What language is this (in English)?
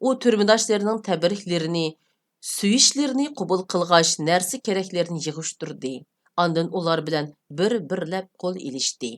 Uyghur